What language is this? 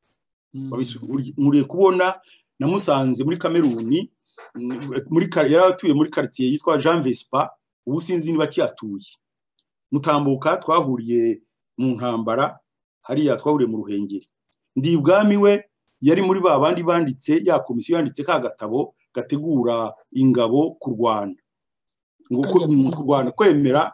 Kinyarwanda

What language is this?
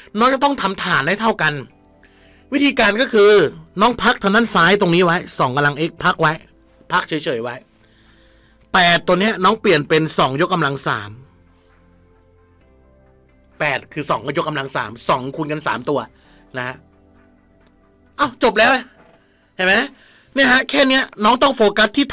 Thai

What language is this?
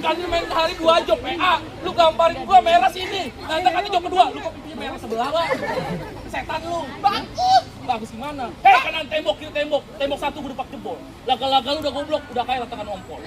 Betawi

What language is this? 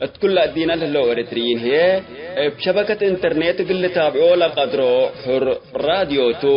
Tigre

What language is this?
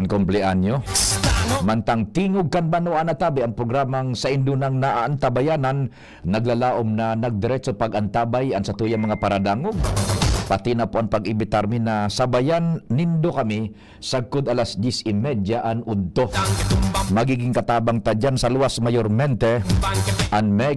Bikol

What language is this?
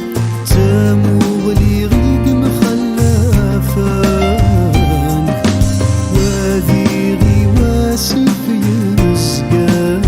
Kabyle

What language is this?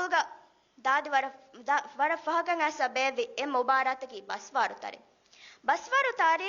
Divehi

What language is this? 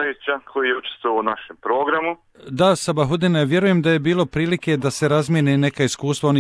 Bosnian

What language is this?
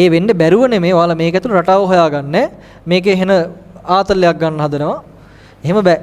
Sinhala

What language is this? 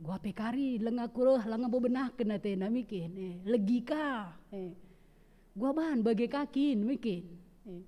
Batak Karo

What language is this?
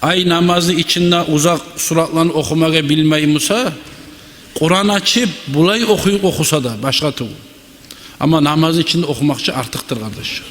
Kumyk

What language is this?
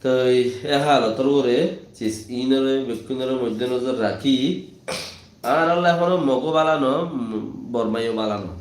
Rohingya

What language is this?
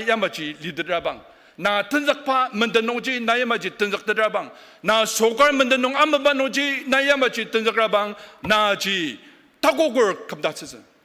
Ao Naga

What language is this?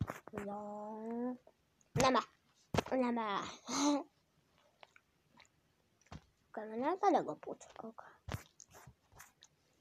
Finnish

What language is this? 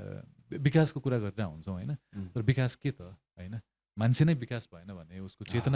Nepali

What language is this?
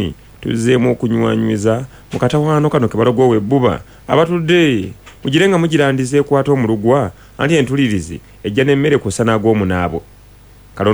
Ganda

